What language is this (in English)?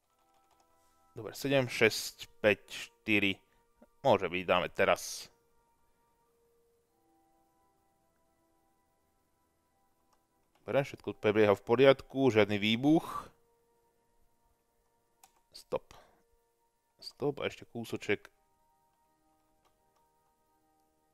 Slovak